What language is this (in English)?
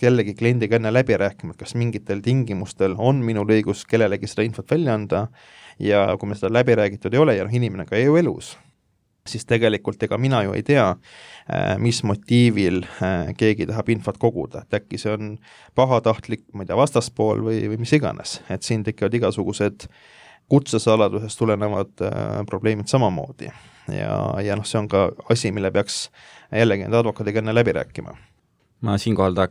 Estonian